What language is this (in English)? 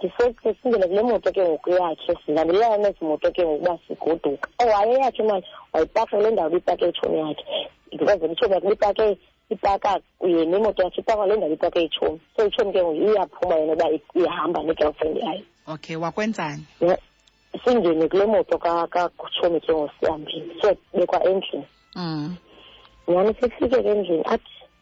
Xhosa